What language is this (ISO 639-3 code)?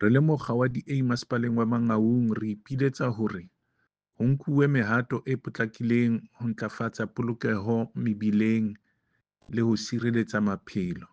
sot